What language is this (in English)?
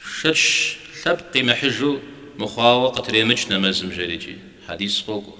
Kabardian